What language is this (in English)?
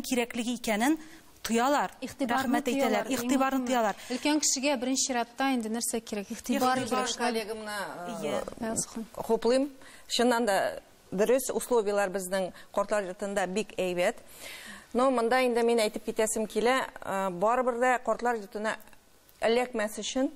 Tatar